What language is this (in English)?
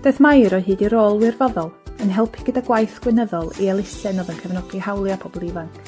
Welsh